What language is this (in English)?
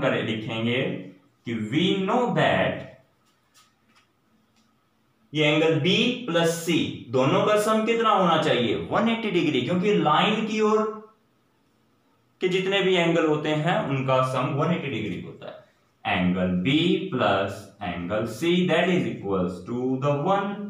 Hindi